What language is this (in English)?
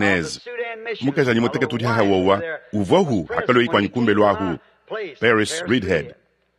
Luba-Lulua